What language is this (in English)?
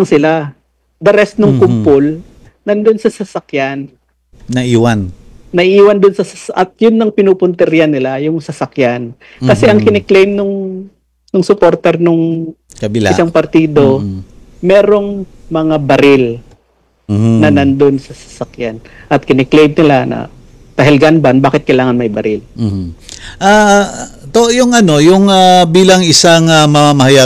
Filipino